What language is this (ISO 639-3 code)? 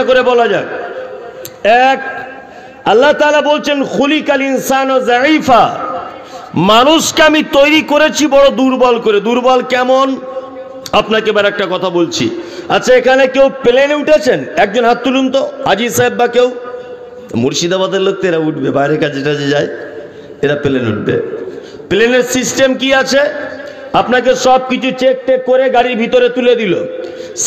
ben